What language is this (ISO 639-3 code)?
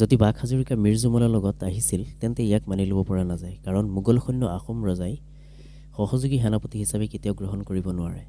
asm